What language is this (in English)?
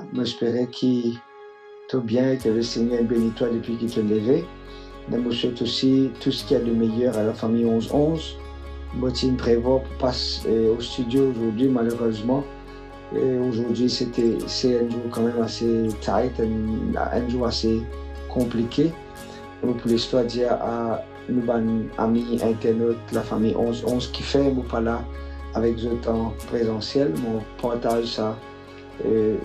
Morisyen